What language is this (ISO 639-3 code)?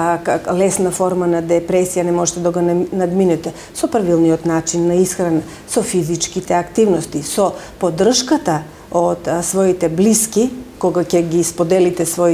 mkd